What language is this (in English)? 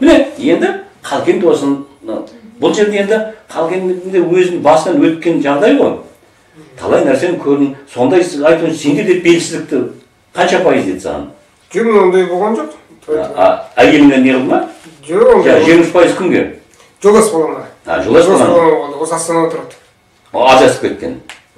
Kazakh